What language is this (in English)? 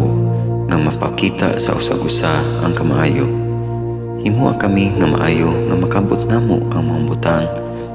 Cebuano